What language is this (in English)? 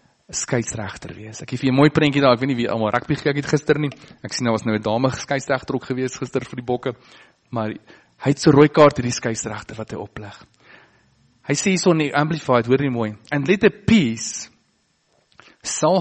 Afrikaans